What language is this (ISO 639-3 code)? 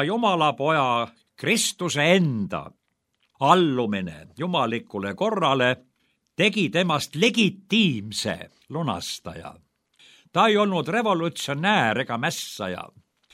est